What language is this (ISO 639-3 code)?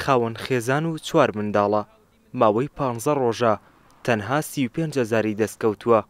ckb